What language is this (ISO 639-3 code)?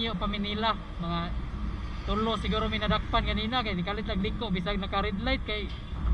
ceb